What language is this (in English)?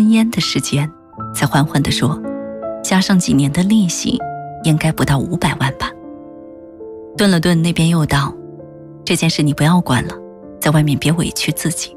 Chinese